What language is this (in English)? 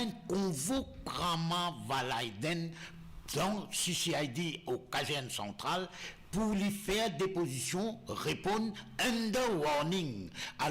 Morisyen